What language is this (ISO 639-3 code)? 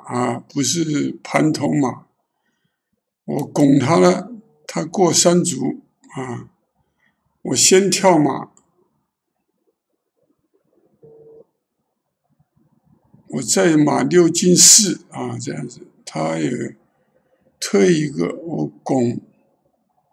zho